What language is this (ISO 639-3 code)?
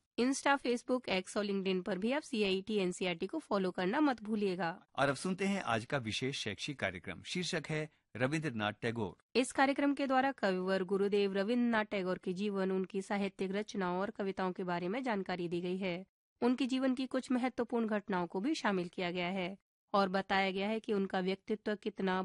hin